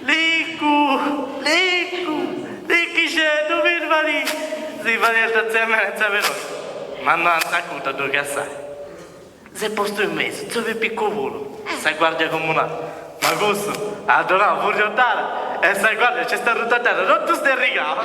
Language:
Sardinian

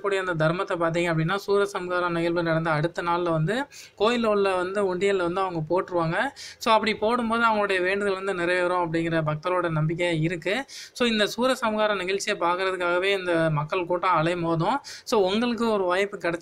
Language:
Tamil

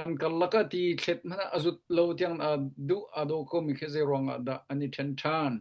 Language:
Hakha Chin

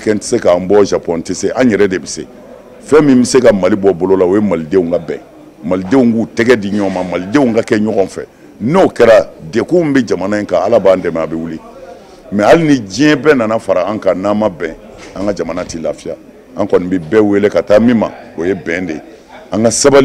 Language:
Bambara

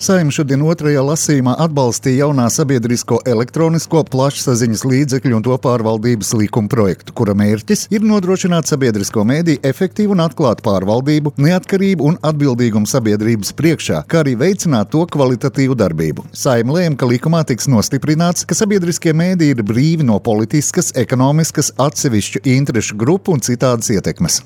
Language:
Latvian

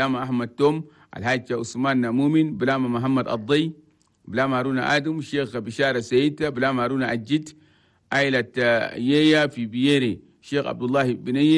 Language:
Chadian Arabic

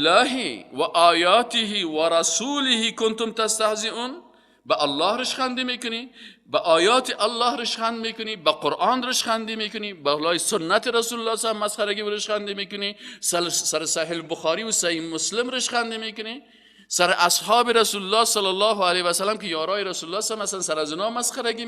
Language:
Persian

